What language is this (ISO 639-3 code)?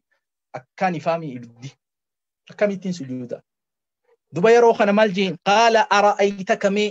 orm